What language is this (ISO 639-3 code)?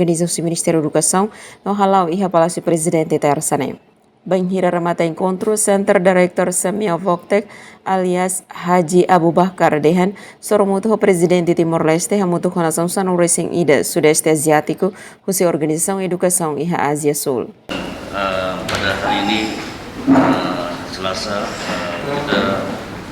tet